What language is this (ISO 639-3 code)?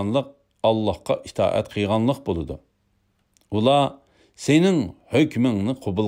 uig